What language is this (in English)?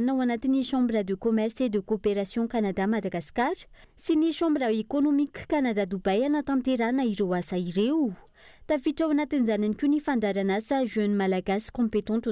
Malagasy